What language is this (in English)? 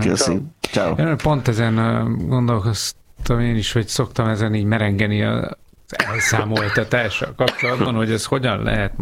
Hungarian